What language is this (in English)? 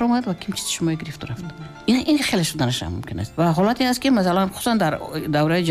Tajik